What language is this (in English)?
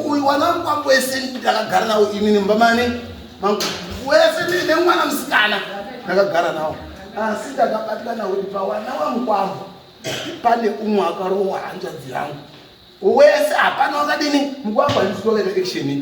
Shona